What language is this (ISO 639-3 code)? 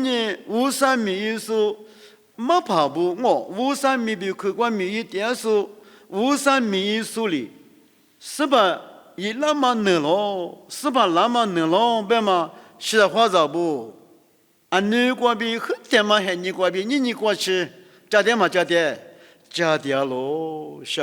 lis